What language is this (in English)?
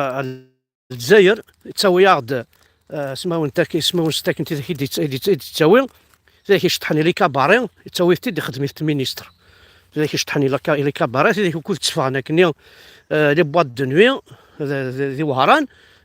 Kabyle